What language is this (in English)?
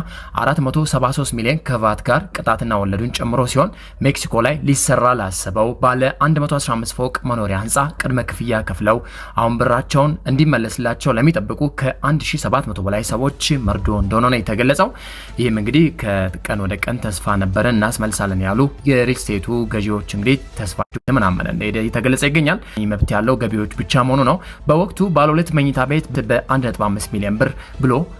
Amharic